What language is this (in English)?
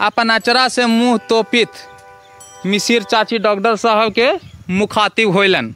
Magahi